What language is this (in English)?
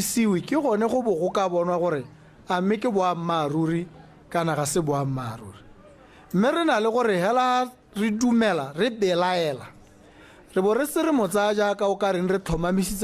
Tswana